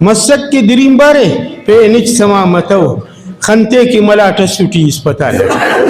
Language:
Brahui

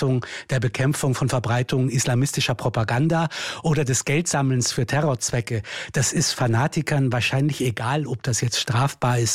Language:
German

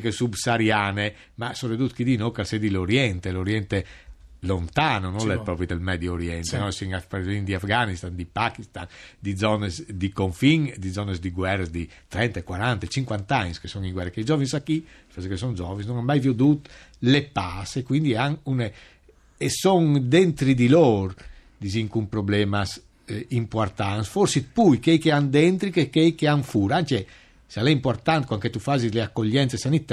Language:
Friulian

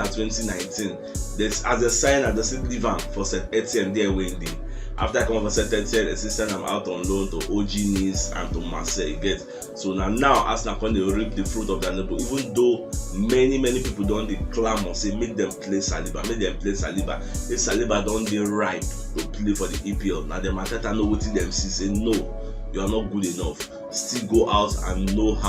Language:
Nigerian Pidgin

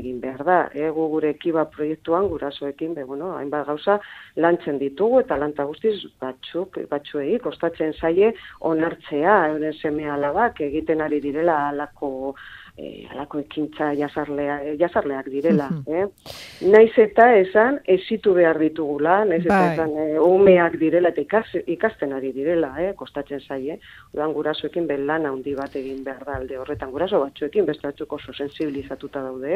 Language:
Basque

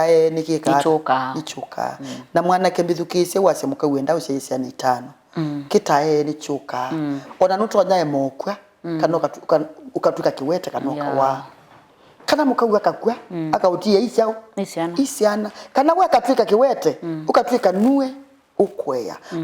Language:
Kamba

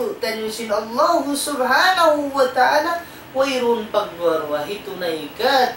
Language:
Tausug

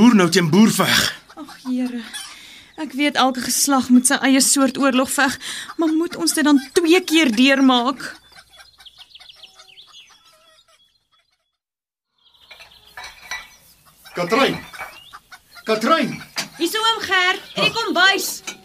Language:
Afrikaans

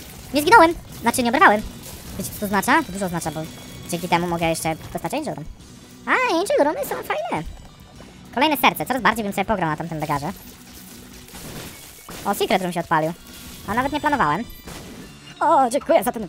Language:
Polish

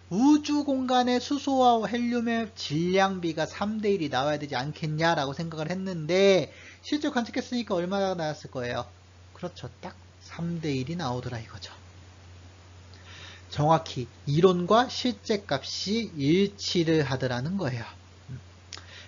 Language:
Korean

